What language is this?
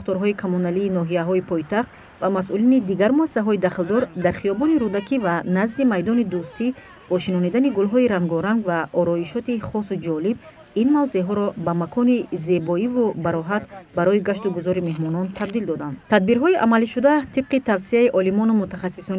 Tajik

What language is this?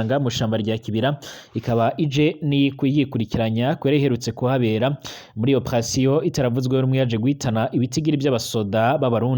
Rundi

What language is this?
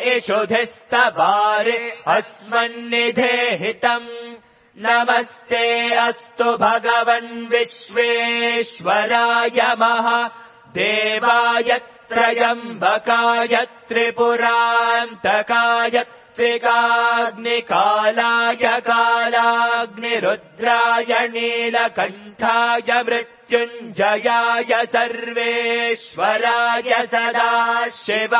Sanskrit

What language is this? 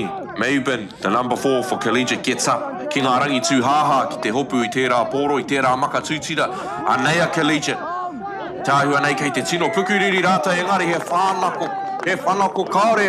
Māori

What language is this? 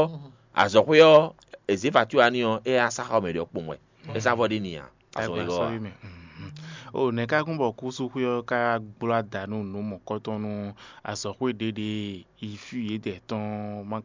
Fon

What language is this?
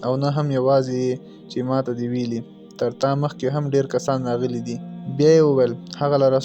Pashto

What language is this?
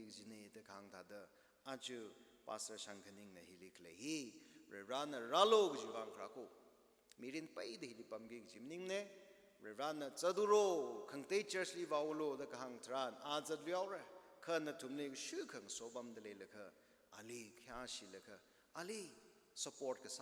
Tangkhul Naga (India)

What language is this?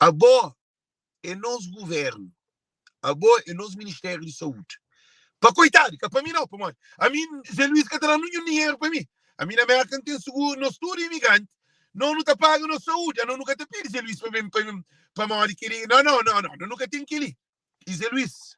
Kabuverdianu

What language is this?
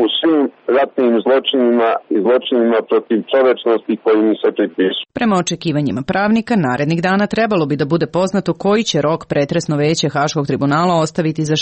Serbian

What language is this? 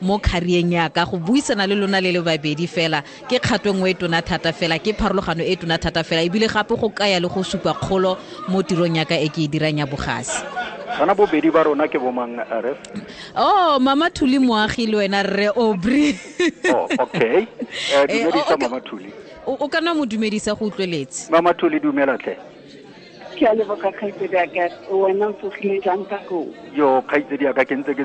Tswana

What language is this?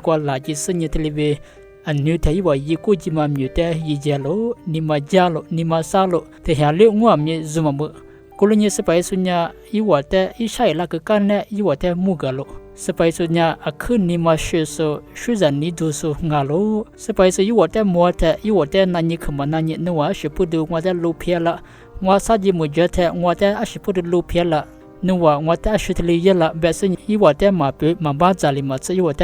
Lisu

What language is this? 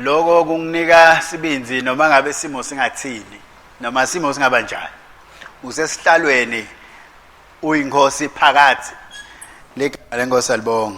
Swati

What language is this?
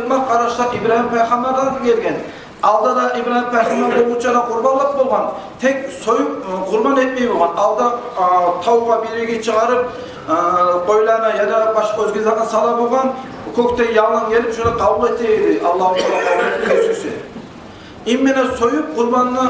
Kumyk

